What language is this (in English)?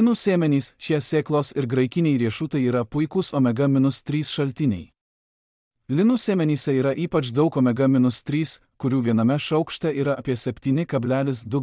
Lithuanian